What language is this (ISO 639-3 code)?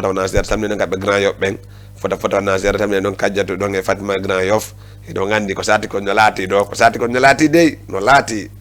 ful